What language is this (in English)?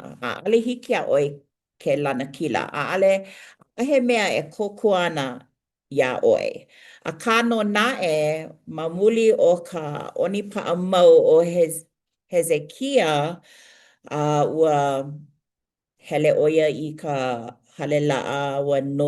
Hawaiian